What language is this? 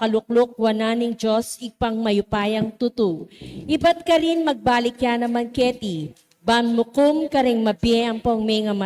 Pampanga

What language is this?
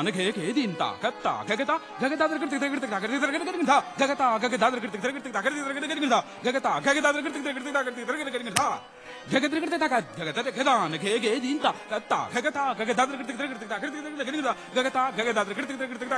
Kannada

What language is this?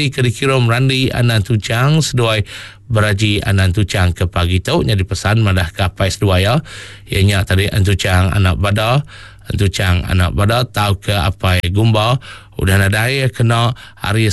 Iban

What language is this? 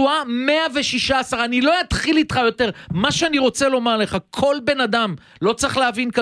Hebrew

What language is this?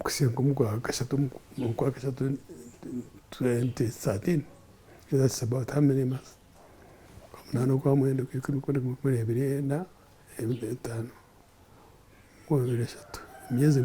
Nyankole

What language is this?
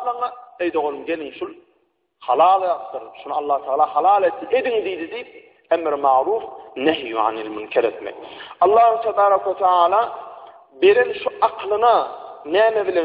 Turkmen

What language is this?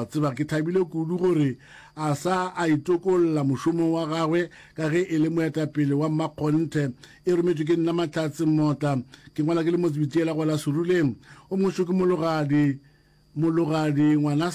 Northern Sotho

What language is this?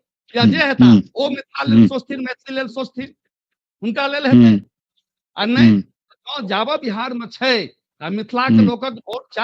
Maithili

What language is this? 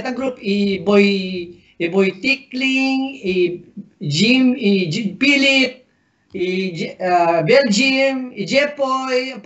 Pampanga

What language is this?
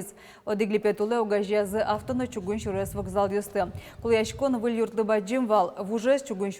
Udmurt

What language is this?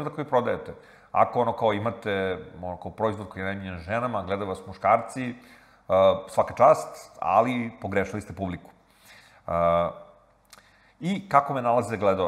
Serbian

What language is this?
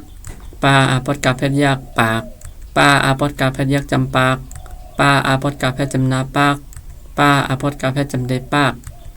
Shan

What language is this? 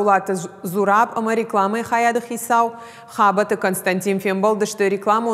Ossetic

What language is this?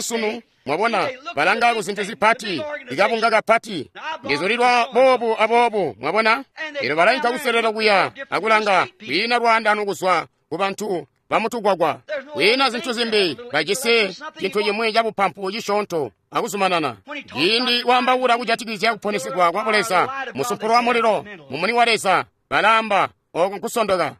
Tonga (Zambia)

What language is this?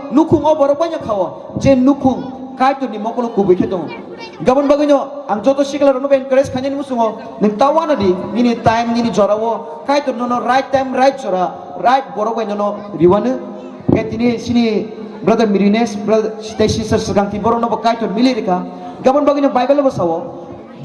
Kok Borok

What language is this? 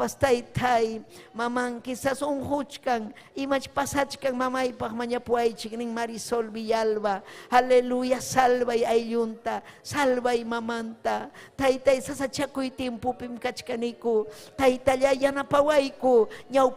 Ayacucho Quechua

